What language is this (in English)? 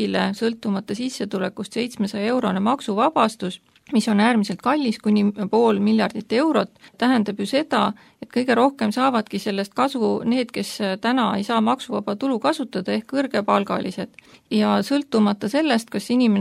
Estonian